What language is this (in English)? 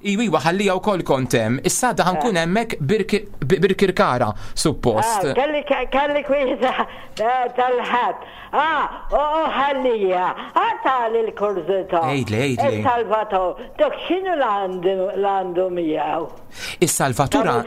Maltese